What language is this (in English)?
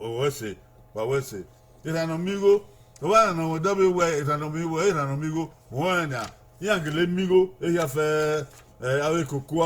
Bini